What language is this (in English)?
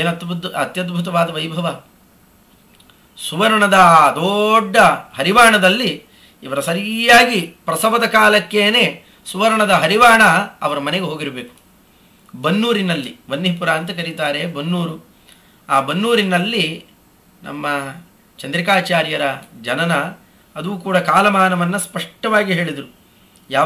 Kannada